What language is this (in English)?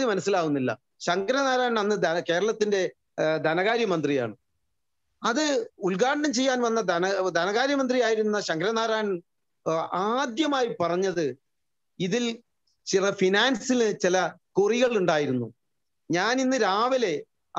Malayalam